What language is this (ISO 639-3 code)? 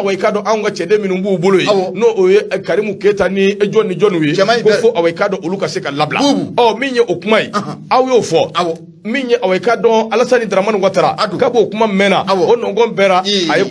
bam